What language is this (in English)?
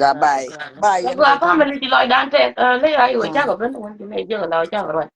Nuer